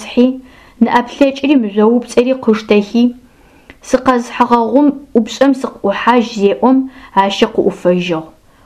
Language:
Adyghe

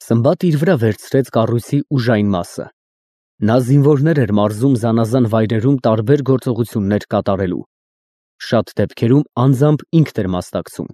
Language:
Armenian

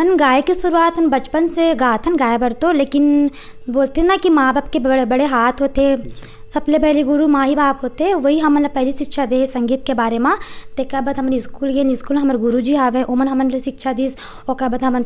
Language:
Chhattisgarhi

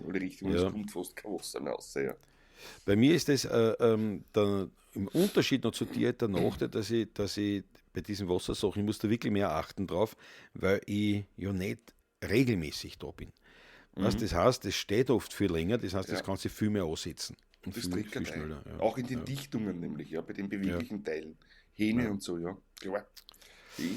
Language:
Bavarian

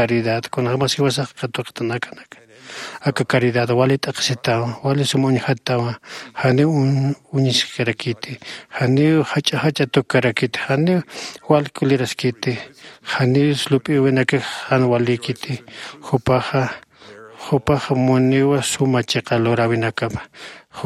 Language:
Aymara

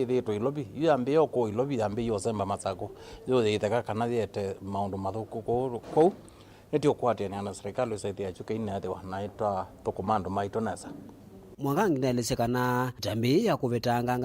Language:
Kamba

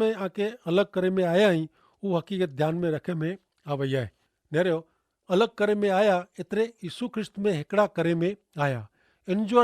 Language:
Kachhi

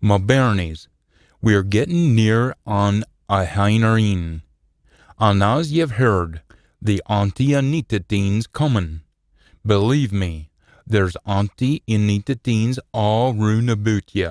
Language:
Scots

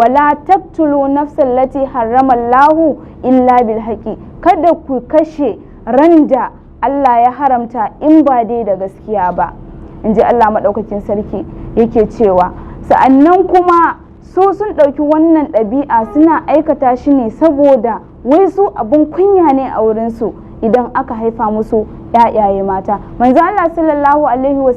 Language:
Hausa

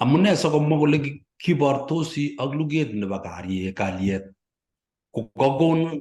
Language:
Kalenjin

